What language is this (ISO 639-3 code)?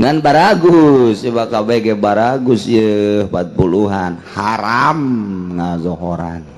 sun